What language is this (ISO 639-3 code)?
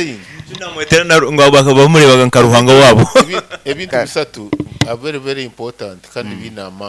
nyo